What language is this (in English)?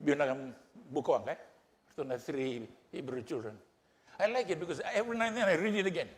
Fijian